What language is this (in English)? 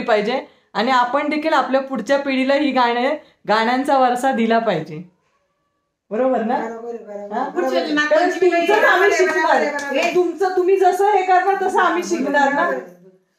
Marathi